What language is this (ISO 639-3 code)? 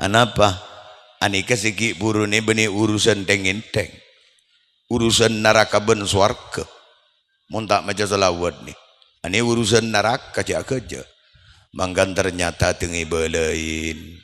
mad